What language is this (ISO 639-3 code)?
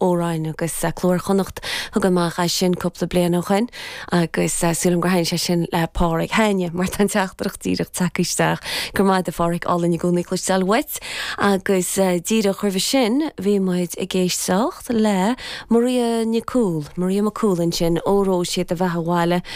gle